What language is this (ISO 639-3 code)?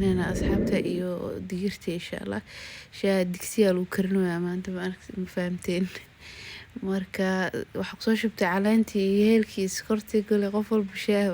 som